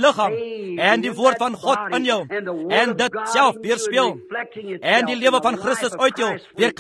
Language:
Afrikaans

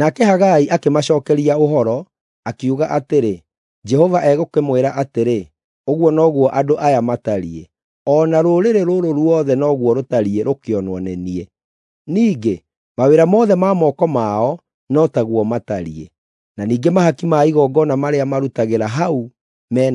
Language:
Kikuyu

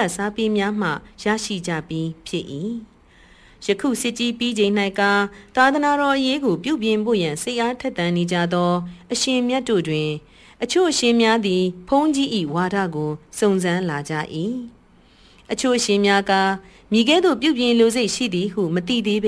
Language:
Burmese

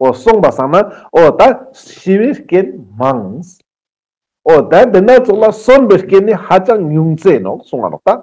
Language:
Ladakhi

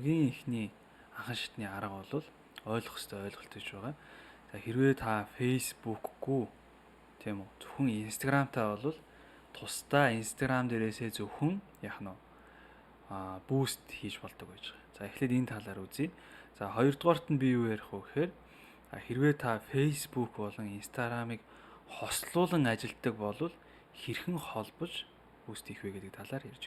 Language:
Mongolian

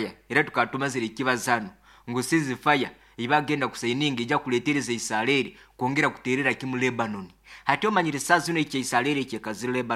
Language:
Nyankole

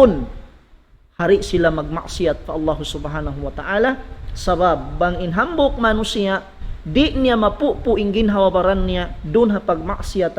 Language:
Tausug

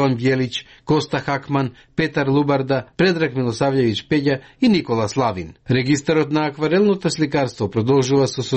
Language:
Macedonian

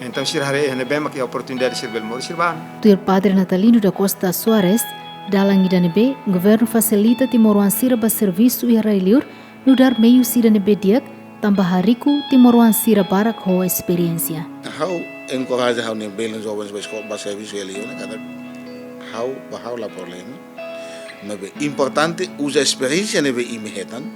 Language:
Tetum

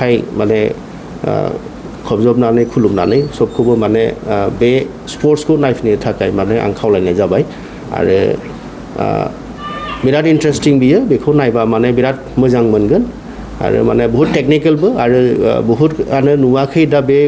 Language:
Bodo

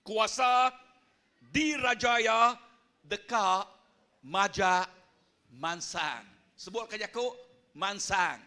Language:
Iban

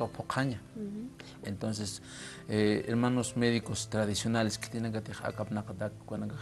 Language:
Aymara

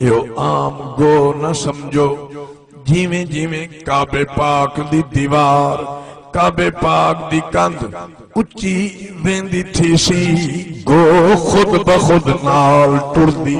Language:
Saraiki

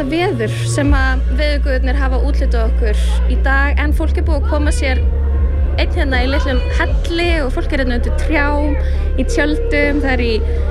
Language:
Icelandic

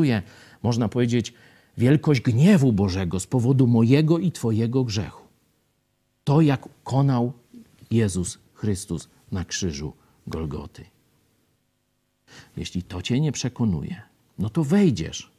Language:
Polish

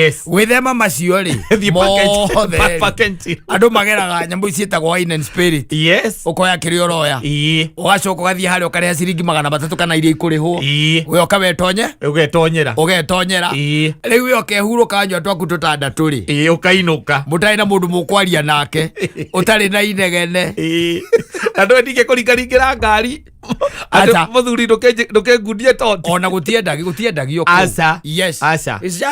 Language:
Kikuyu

